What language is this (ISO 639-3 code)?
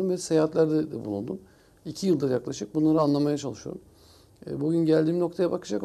tur